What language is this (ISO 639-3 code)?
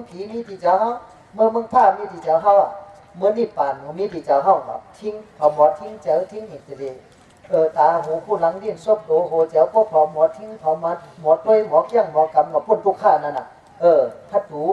shn